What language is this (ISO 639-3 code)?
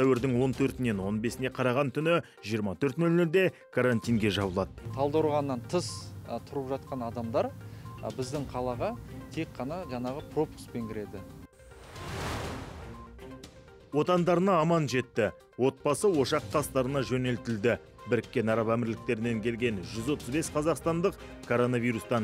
kaz